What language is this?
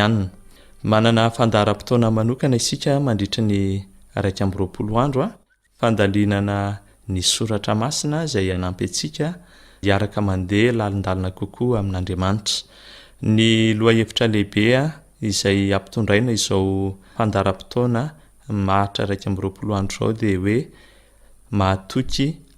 Malagasy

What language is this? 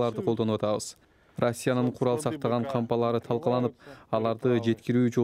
Kyrgyz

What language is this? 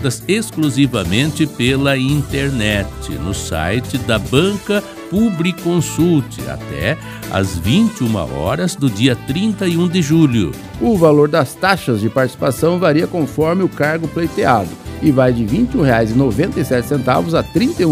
Portuguese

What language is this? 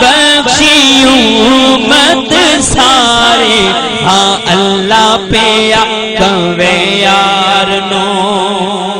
Saraiki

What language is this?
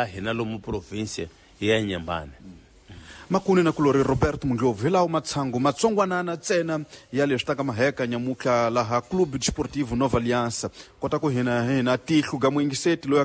Tsonga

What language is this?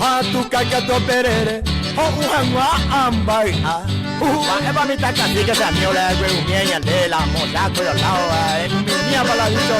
Guarani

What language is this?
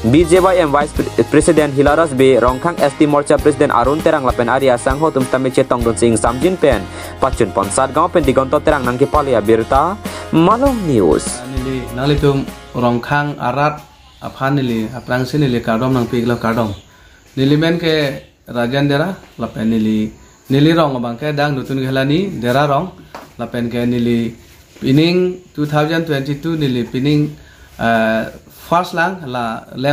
Karbi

